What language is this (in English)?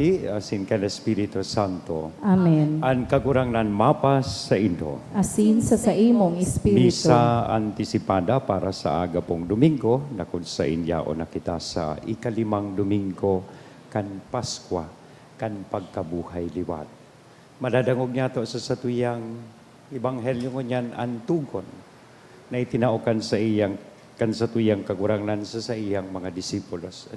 Bikol